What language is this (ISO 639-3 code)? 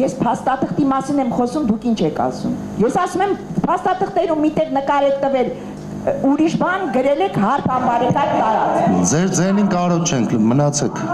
hye